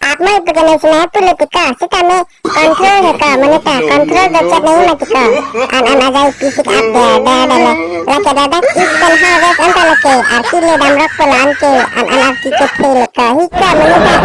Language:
Karbi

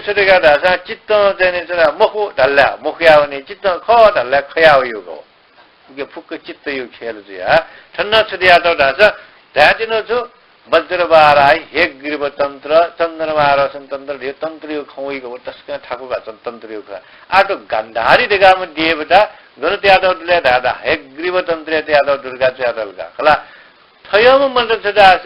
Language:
Newari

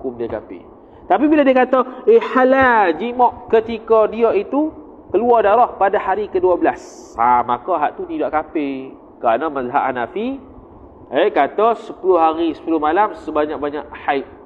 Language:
Malay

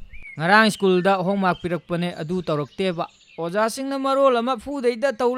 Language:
Manipuri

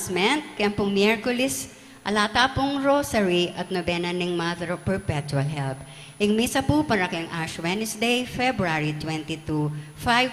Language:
Pampanga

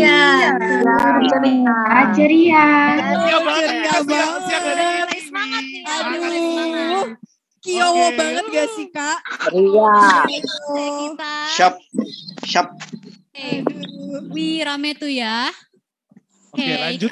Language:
Indonesian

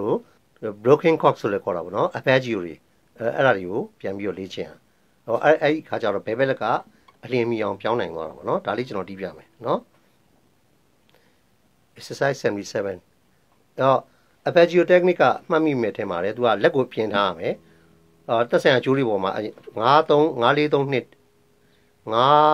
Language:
Burmese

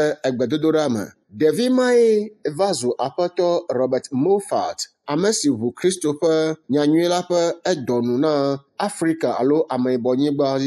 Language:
Ewe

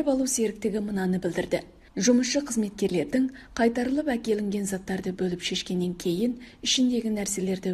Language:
Kazakh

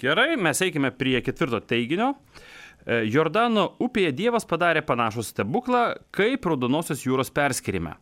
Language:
Lithuanian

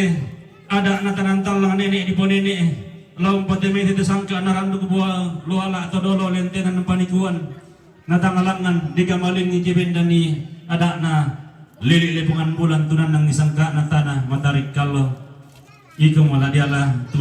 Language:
Toraja-Sa'dan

